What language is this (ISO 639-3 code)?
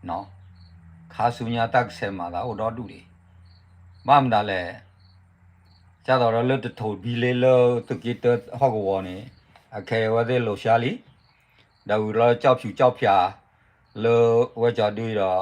ksw